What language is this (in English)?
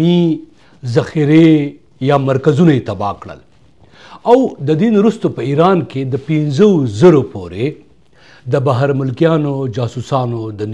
Pashto